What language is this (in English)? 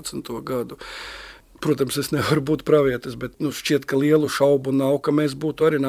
Latvian